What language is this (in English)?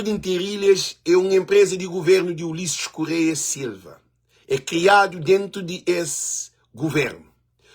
Kabuverdianu